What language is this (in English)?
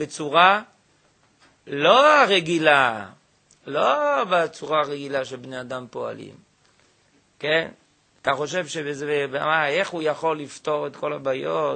Hebrew